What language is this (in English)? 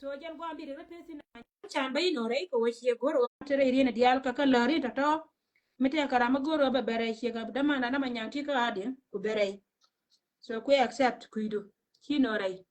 Nuer